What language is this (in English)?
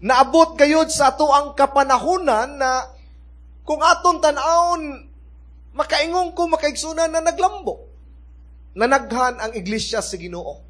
Cebuano